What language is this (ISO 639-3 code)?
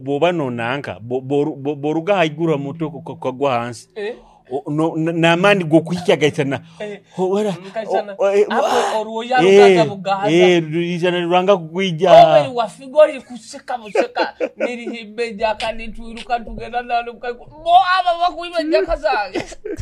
nyo